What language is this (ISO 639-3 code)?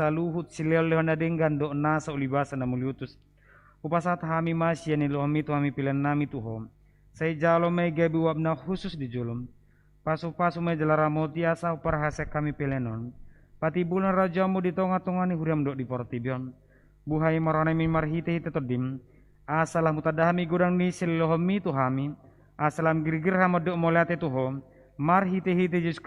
bbc